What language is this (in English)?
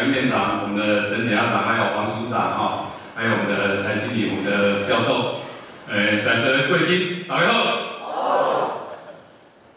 Chinese